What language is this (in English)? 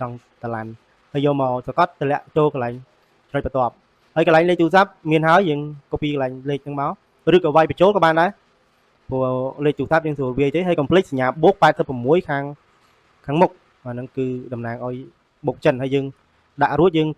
Khmer